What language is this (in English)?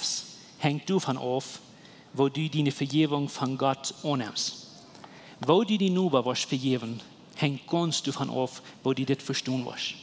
Plautdietsch